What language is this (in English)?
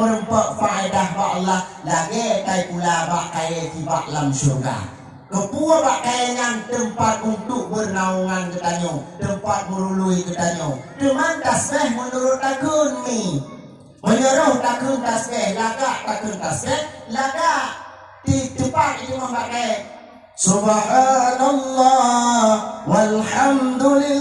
Achinese